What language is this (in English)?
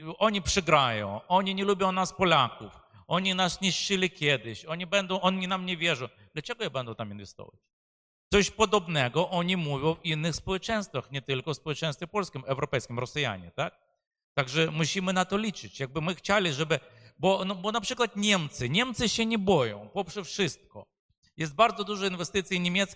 Polish